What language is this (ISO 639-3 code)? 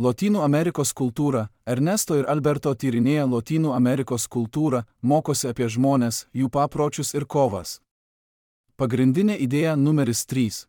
lit